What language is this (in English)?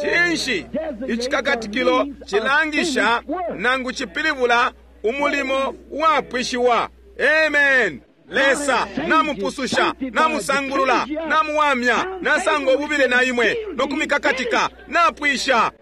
Bemba